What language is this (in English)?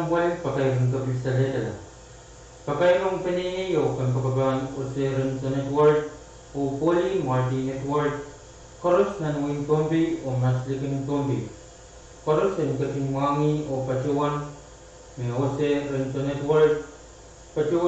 Pohnpeian